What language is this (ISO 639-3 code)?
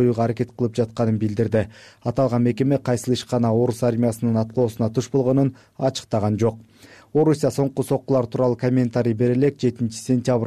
kir